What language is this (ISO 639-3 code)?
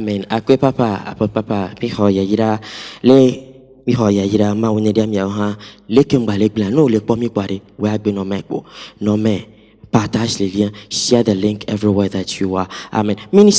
ewe